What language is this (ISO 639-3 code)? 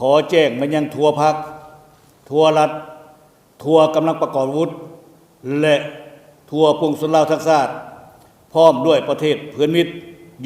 lao